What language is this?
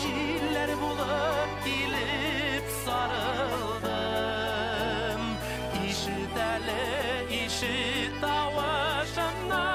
Bashkir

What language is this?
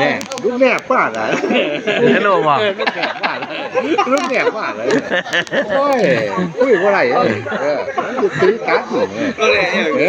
Lao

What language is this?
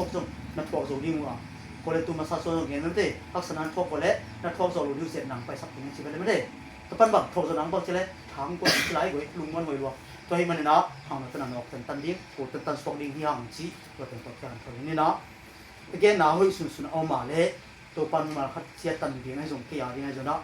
Tedim Chin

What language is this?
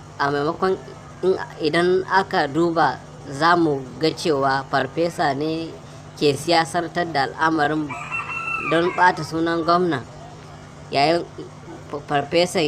Hausa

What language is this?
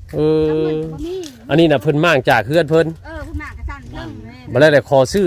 Northeastern Thai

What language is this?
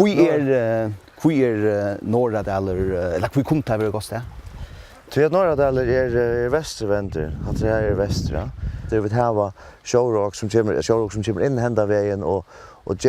Faroese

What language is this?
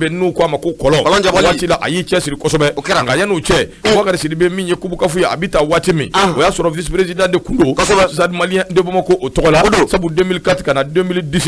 Bambara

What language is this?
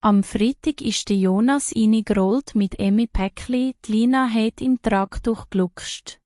Swiss German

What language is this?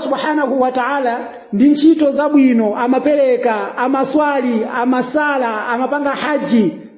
Nyanja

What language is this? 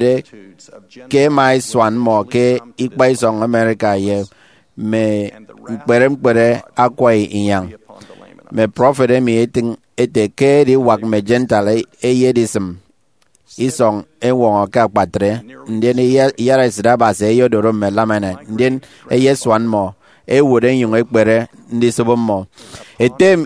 Efik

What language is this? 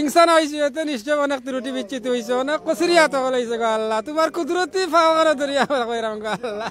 Sylheti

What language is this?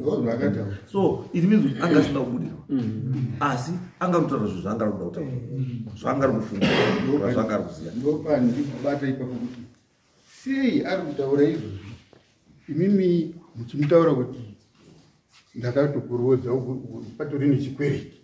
Shona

